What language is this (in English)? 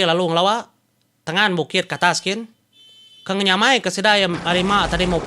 Iban